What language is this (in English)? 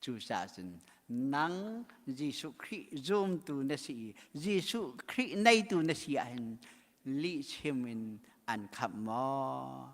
Hakha Chin